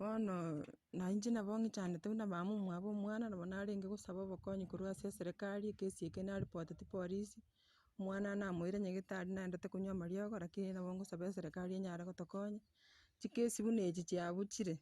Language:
Gusii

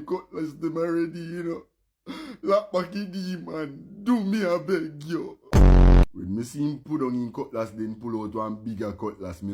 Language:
Jamaican Creole English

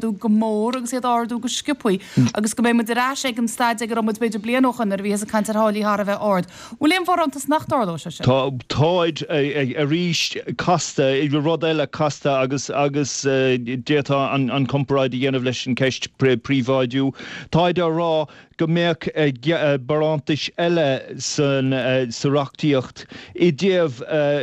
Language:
Irish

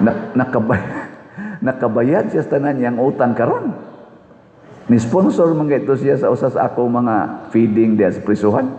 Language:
Cebuano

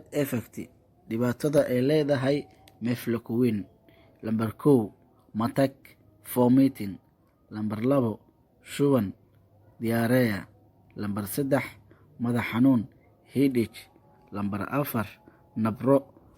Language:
Somali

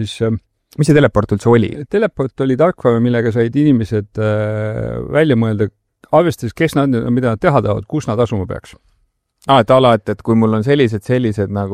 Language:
Estonian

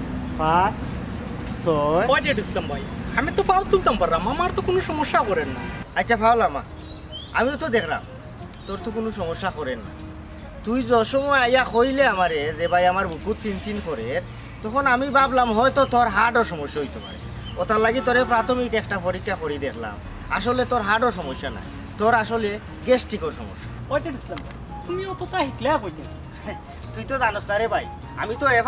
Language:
Sylheti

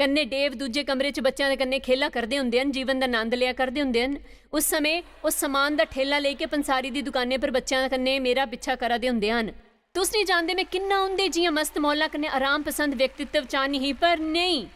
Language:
Dogri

